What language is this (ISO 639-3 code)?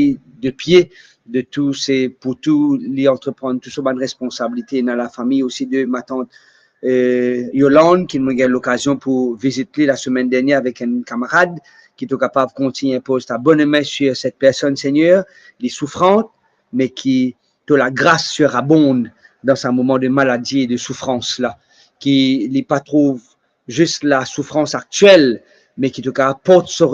mfe